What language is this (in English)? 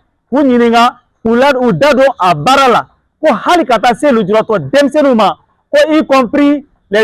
Bambara